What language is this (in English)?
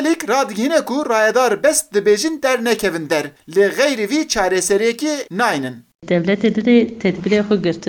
Kurdish